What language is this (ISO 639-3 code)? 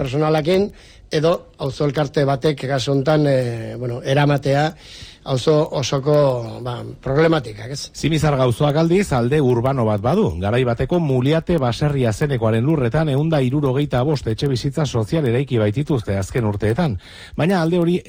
eus